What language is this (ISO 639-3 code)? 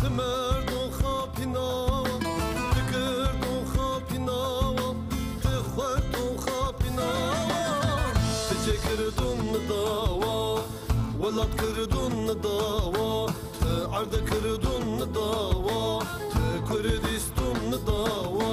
kur